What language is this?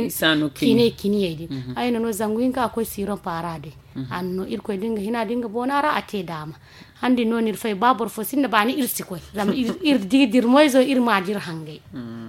Zarma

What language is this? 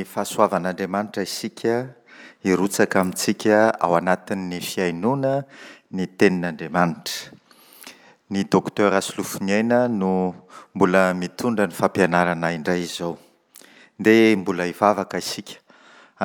Malagasy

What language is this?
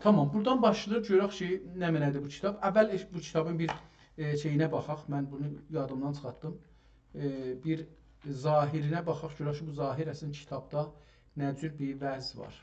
South Azerbaijani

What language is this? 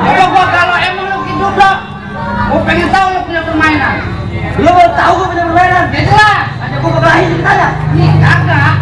Betawi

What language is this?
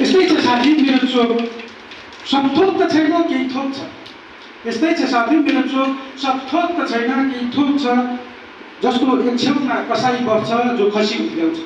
Nepali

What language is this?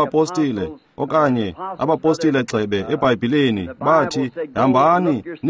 Xhosa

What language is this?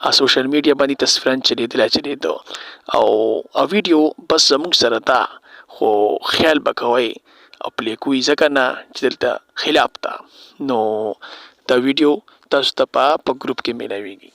Pashto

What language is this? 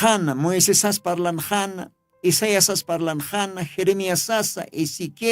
Aymara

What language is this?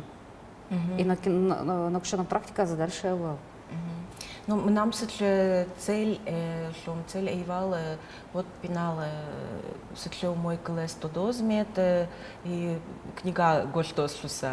Udmurt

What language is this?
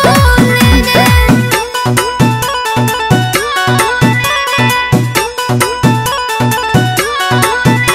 Bhojpuri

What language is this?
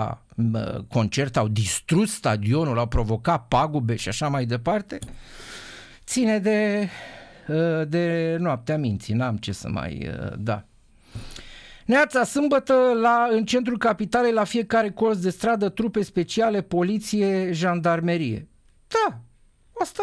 Romanian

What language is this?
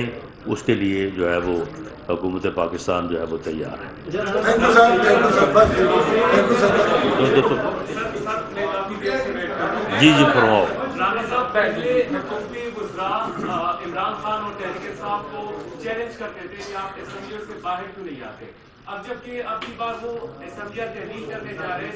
Urdu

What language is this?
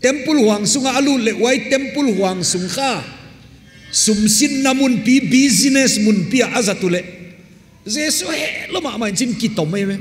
Paite Chin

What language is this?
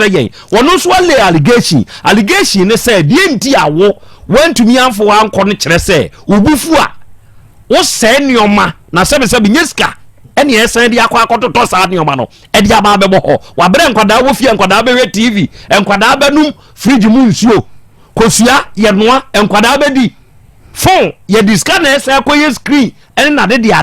Akan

